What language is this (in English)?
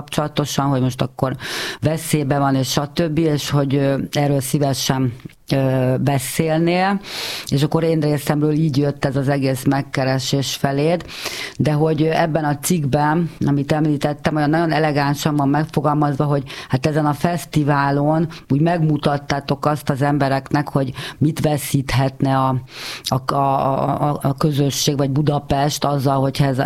Hungarian